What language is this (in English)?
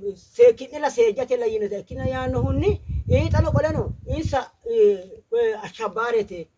Sidamo